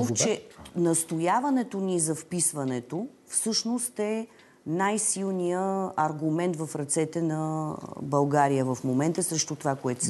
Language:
Bulgarian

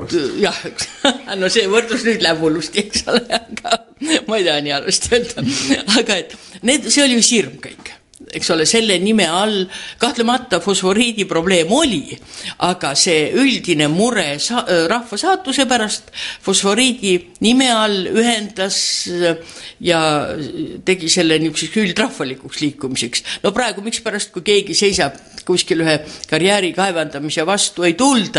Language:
Estonian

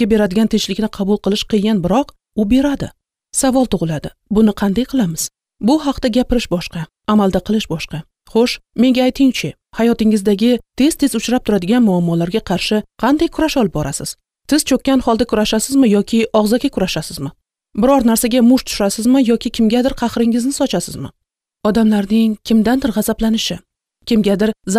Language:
Uzbek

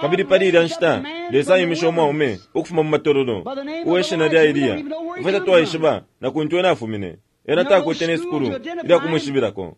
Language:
Bemba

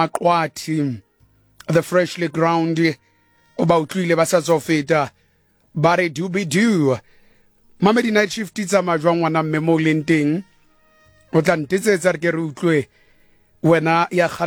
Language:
Southern Sotho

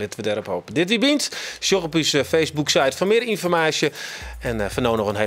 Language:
Western Frisian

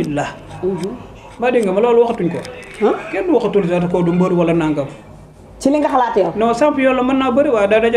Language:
Wolof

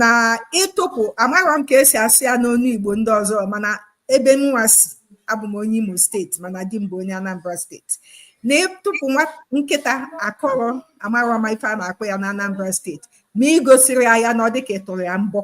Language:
Igbo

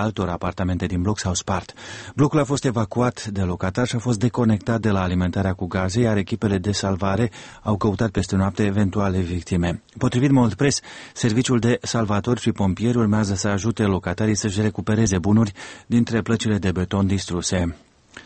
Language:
Romanian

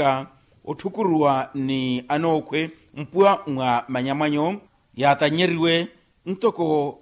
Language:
Makhuwa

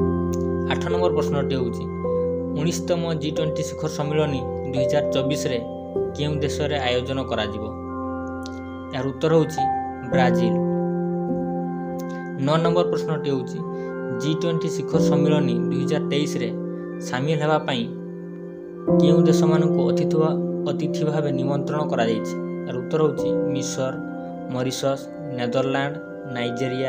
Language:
Odia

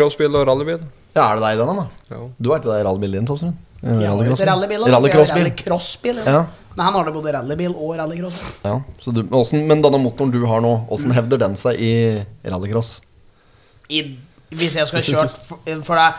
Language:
Norwegian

